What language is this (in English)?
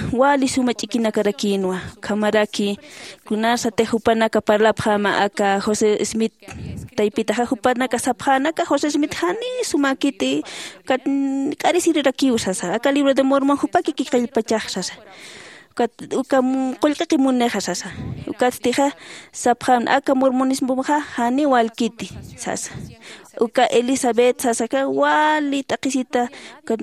Aymara